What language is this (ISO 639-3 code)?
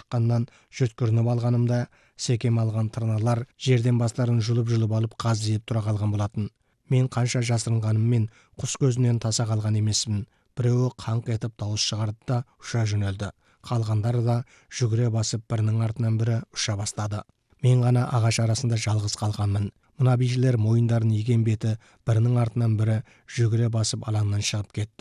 kaz